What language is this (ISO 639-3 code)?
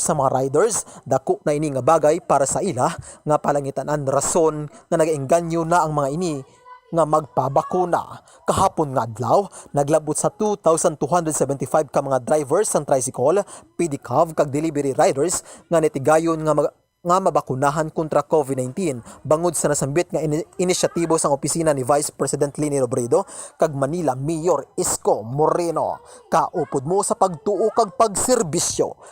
hil